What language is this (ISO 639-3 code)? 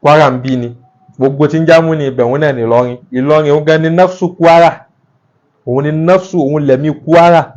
yor